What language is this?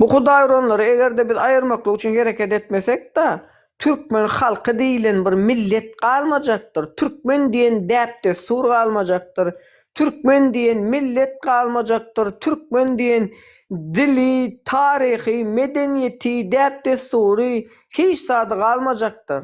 Turkmen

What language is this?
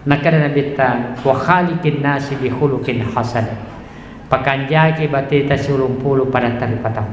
Buginese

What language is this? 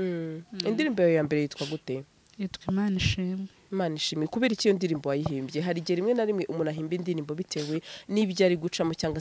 Kinyarwanda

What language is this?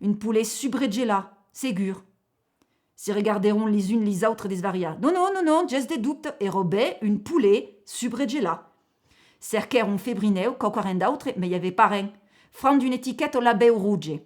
Occitan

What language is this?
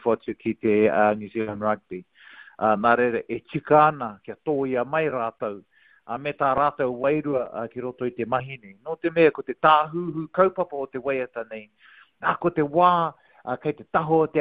Māori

